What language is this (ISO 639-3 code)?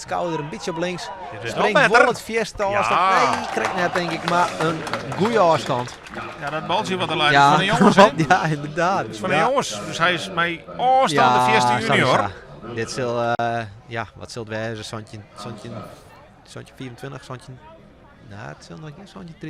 fry